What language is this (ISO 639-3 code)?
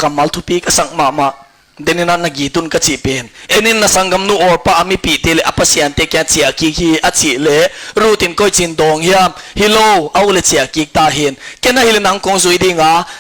ctd